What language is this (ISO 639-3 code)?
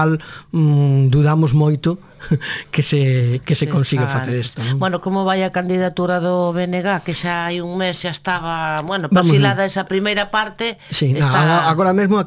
glg